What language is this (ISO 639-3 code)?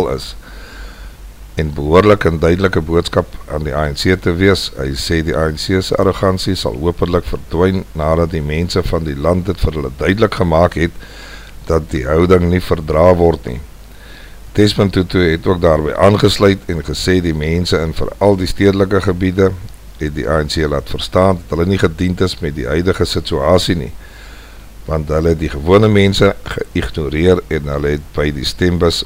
afr